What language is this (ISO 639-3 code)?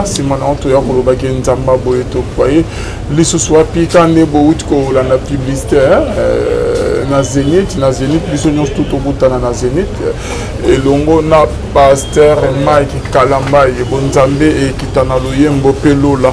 lin